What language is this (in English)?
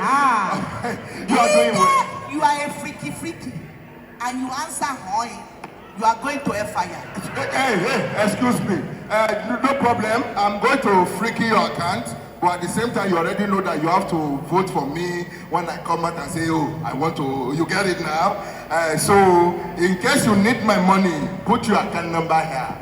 Nigerian Pidgin